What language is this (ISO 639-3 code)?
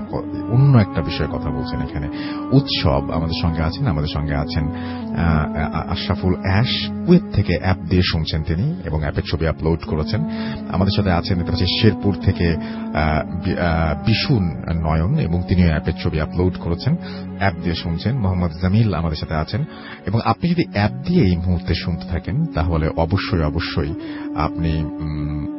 ben